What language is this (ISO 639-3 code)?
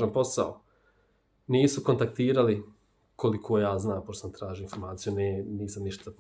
bos